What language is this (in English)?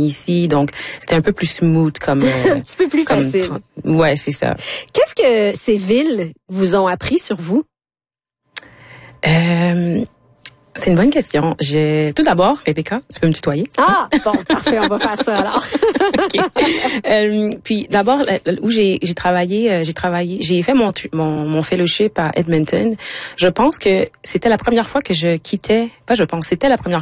French